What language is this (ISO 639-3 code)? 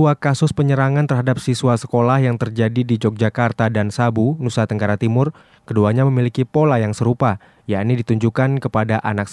ind